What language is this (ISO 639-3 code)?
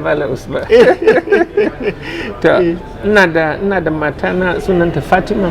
hau